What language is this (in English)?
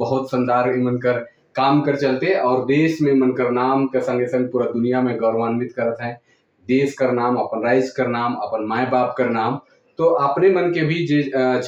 Sadri